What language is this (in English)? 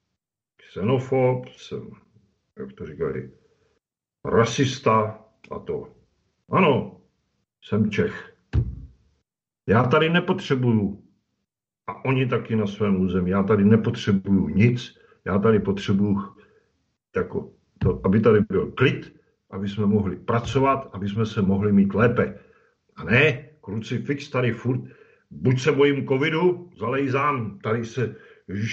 Czech